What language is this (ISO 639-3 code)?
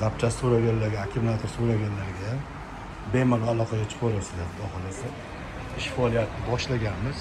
uzb